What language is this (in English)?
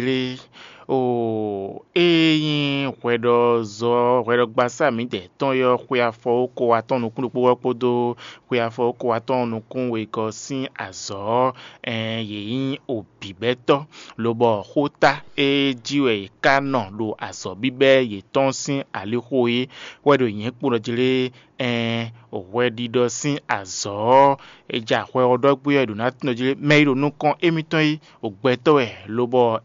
Fon